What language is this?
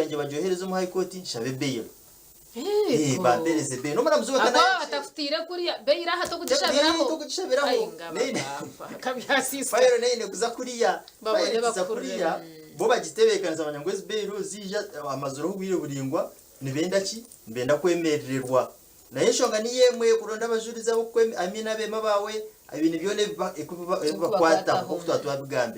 Nyankole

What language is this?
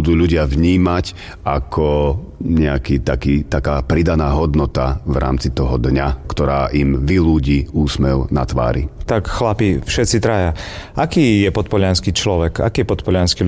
Slovak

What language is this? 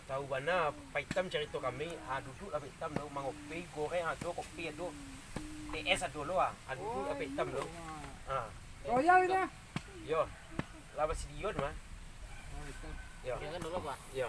Minangkabau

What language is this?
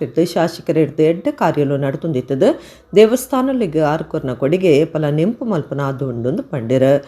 Tulu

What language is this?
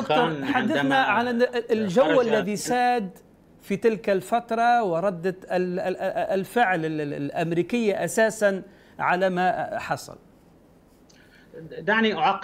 Arabic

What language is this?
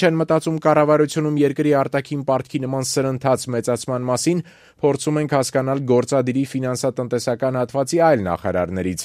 Armenian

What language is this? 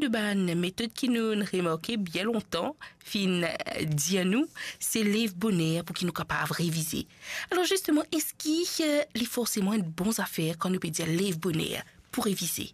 Morisyen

